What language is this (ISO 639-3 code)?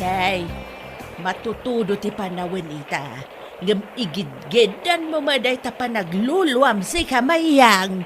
ilo